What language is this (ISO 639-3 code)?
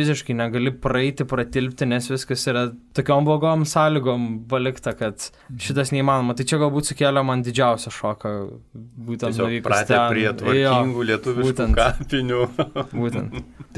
lit